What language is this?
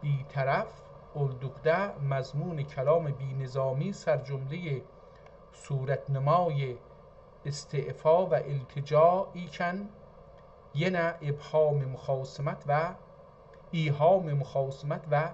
South Azerbaijani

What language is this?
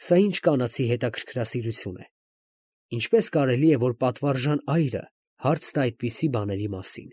Armenian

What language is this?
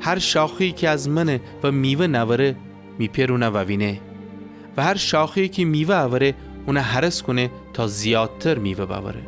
Gilaki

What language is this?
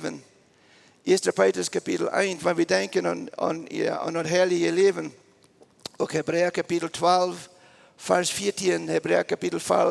Plautdietsch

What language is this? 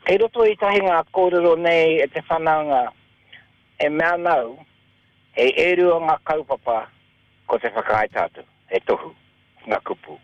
Māori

